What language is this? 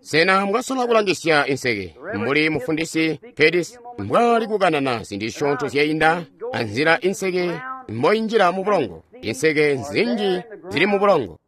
Tonga (Zambia)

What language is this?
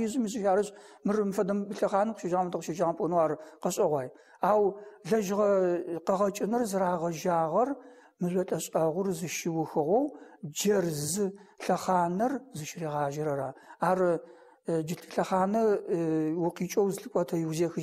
Adyghe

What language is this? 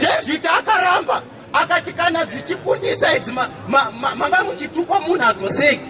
Shona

